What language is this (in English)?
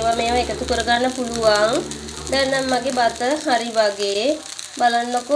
Sinhala